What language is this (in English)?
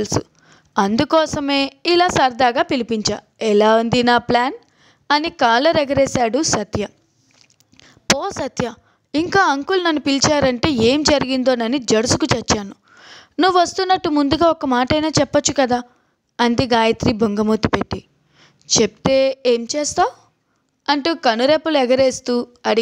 Telugu